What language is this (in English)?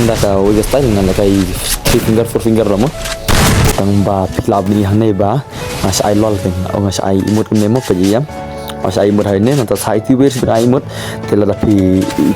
Khasi